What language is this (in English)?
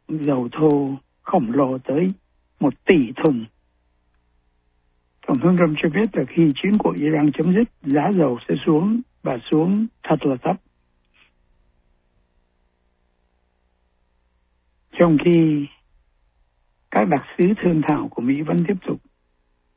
Vietnamese